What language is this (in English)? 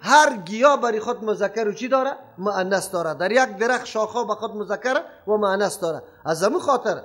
Persian